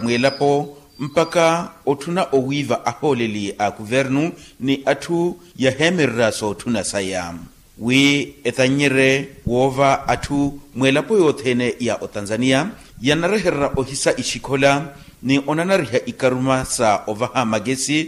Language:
Makhuwa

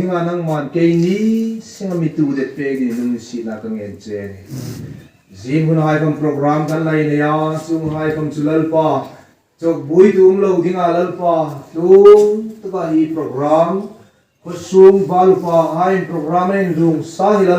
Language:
Hmar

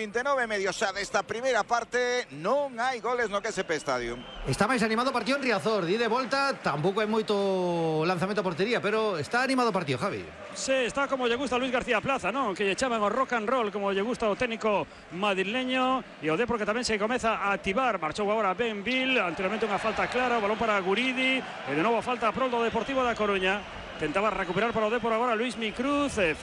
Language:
Galician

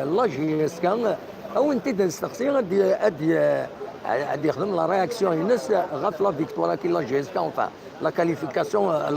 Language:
Kabyle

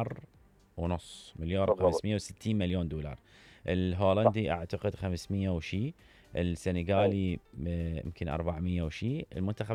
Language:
Mesopotamian Arabic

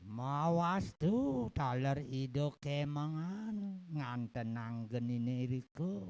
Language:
Balinese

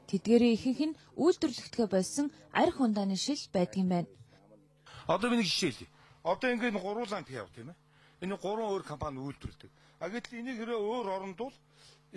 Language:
Mongolian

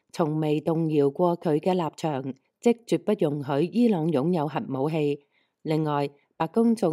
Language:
Cantonese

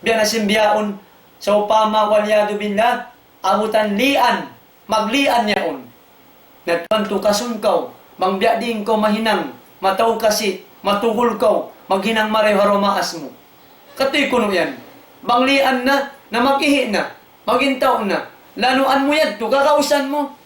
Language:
Tausug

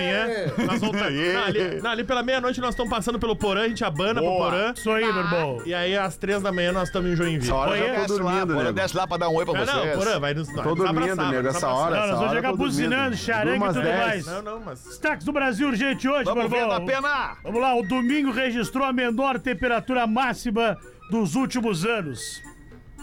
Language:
Portuguese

